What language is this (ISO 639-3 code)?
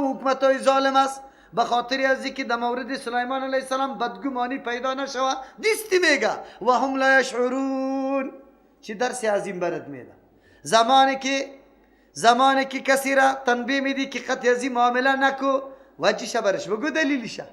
fas